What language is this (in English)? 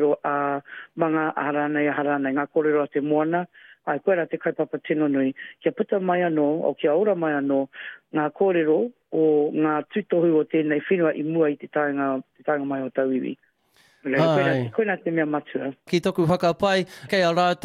Māori